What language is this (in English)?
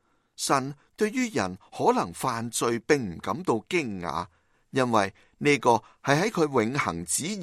Cantonese